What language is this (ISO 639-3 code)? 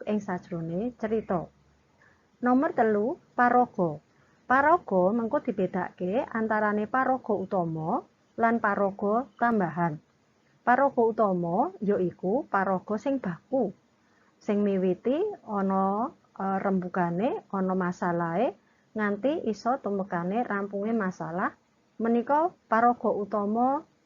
jav